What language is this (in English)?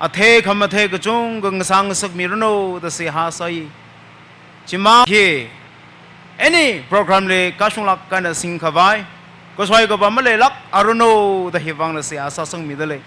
Tangkhul Naga (India)